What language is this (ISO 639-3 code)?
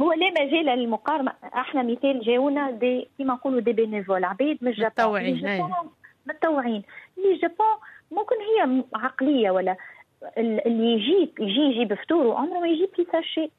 aeb